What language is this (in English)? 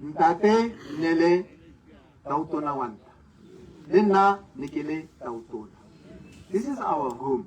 Tswana